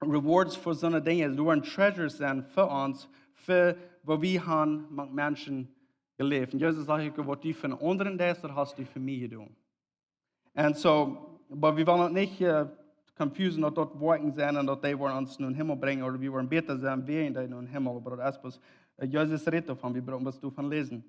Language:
Plautdietsch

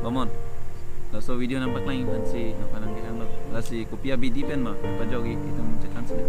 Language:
Karbi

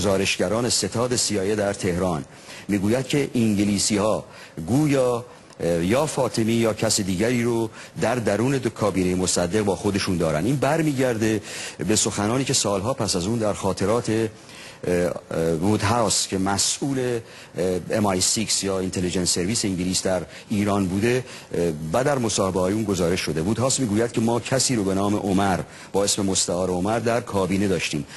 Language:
Persian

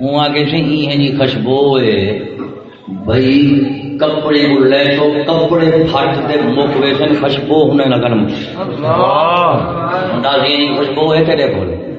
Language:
Saraiki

